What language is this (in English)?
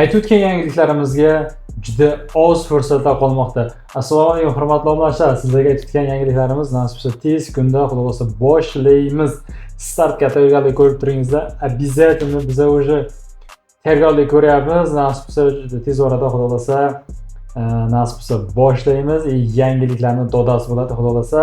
Uzbek